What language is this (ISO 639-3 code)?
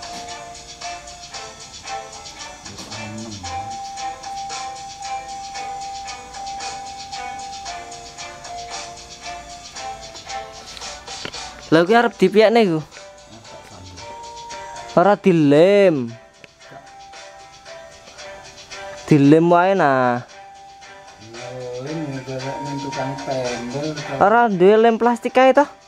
jav